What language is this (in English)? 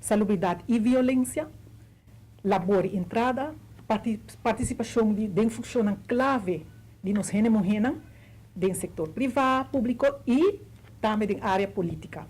Papiamento